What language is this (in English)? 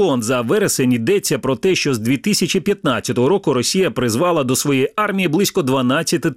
Ukrainian